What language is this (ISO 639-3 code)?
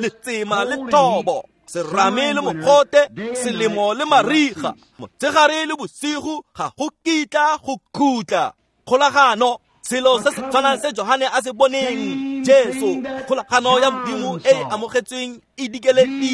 tsn